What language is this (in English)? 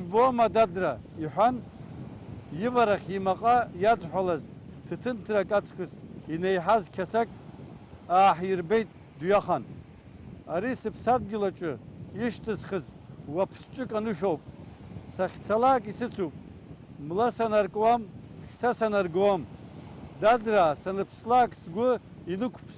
Abkhazian